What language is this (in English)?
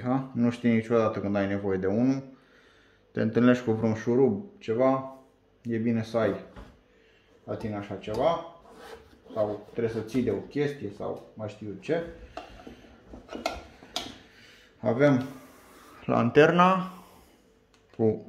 Romanian